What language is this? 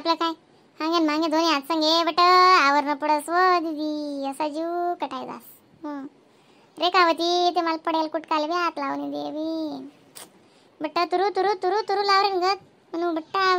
Khandesi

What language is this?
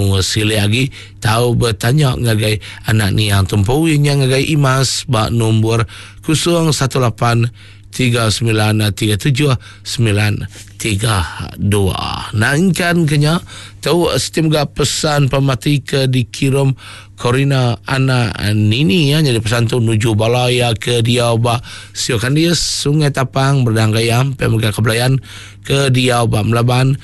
Iban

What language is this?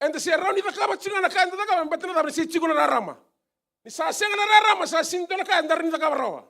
Fijian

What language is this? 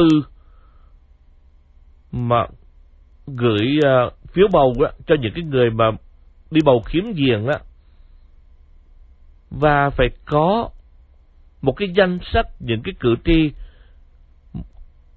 Vietnamese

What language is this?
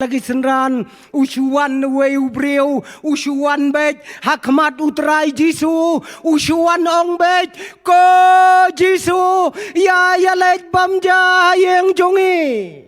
Khasi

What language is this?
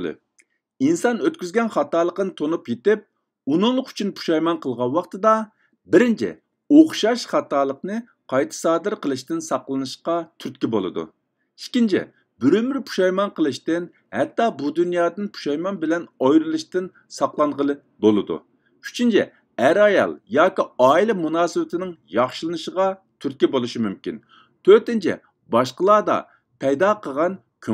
Uyghur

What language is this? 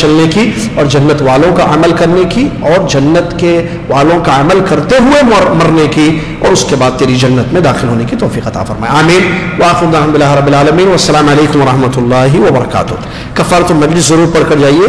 Urdu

